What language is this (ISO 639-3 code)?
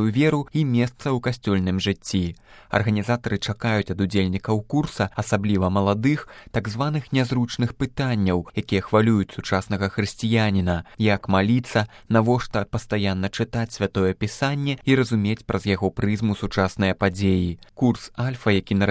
bel